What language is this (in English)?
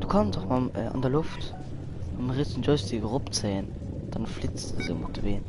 Luxembourgish